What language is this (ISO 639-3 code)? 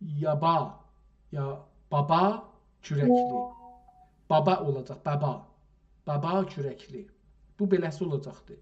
azb